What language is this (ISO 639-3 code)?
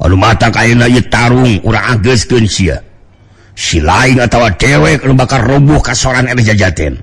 sun